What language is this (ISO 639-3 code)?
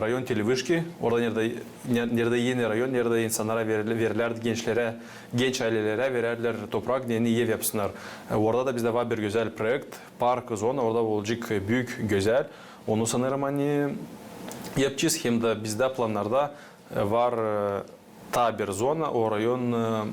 gag